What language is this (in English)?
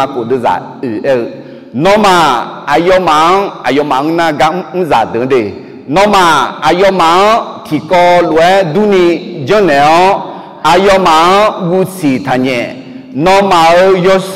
Akha